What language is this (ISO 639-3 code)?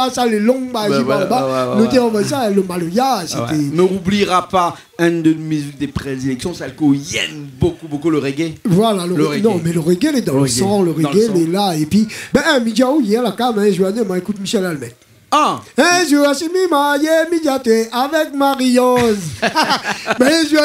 rcf